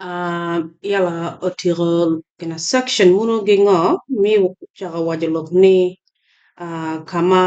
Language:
Acoli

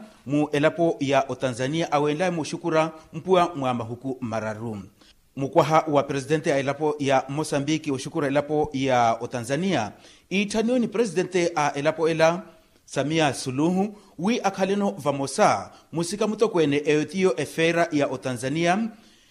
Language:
Makhuwa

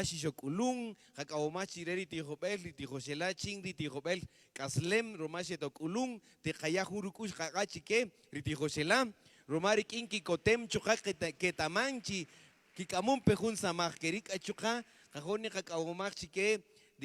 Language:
Kaqchikel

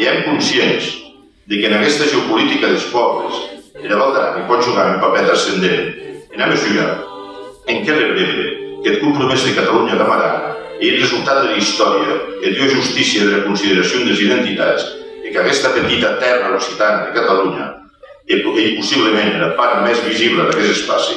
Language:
Occitan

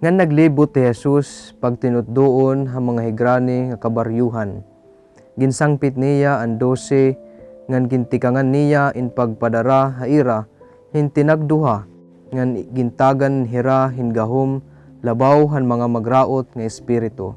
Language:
Waray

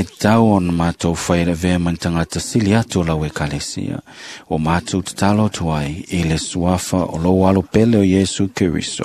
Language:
Samoan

